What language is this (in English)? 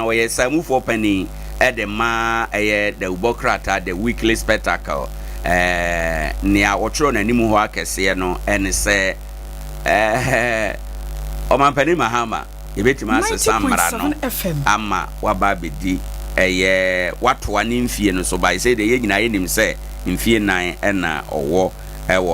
Akan